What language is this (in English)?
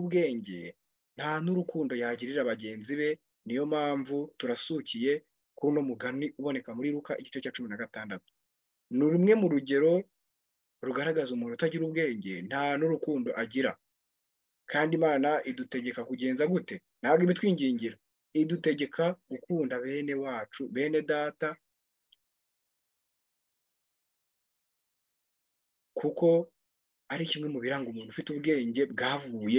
Kinyarwanda